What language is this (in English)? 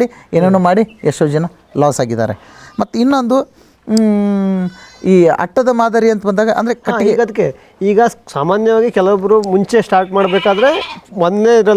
Kannada